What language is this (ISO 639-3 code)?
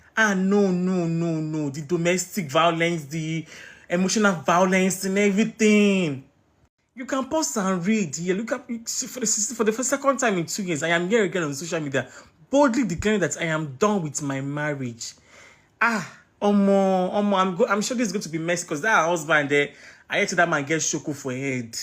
pcm